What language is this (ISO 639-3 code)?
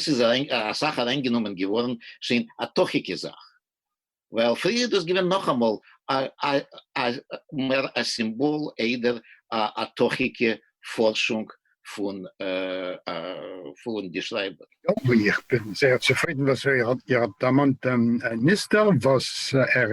yid